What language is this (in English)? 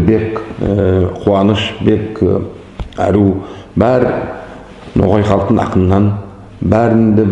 Nogai